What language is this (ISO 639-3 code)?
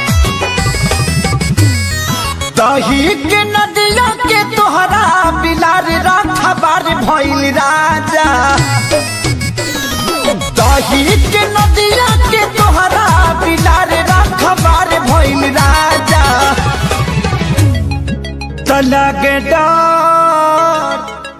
bho